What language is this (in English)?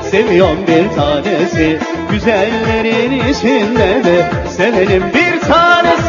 Turkish